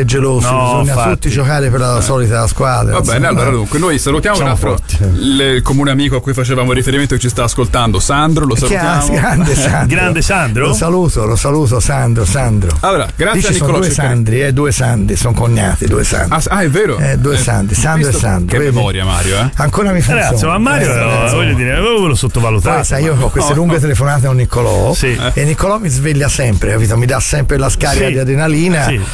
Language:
Italian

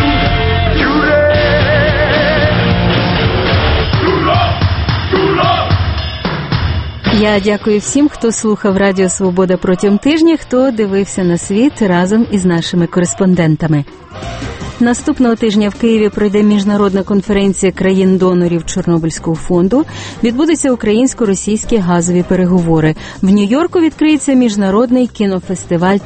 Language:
Ukrainian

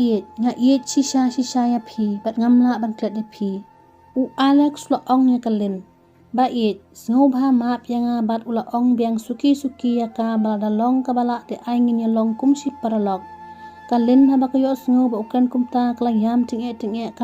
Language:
Khasi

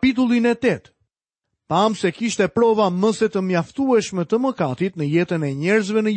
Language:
Albanian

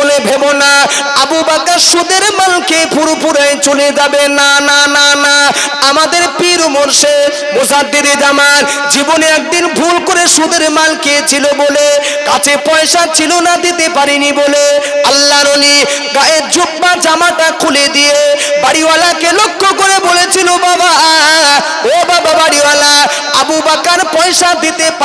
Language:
Bangla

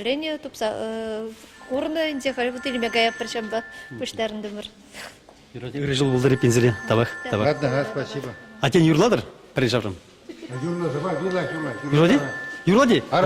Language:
Chuvash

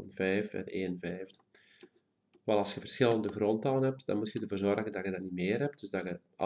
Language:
Dutch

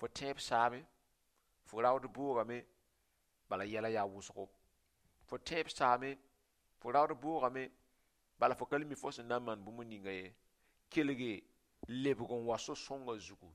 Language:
Mossi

